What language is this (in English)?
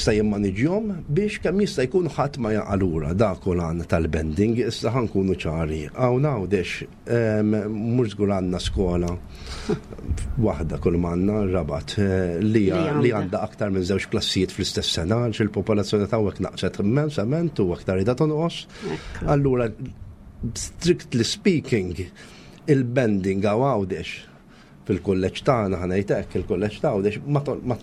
Maltese